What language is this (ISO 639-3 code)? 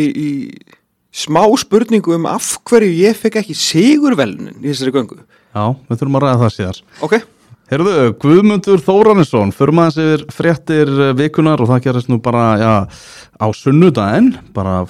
isl